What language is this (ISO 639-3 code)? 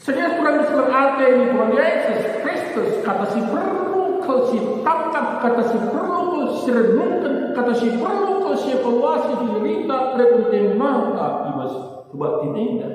btx